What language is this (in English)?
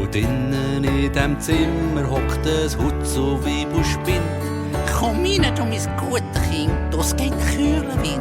Swiss German